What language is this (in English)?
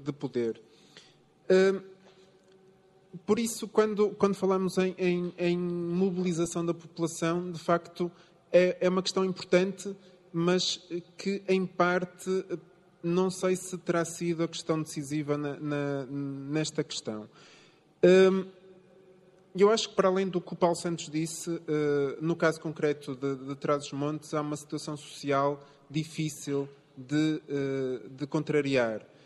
Portuguese